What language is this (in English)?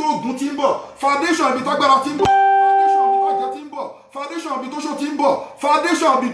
Yoruba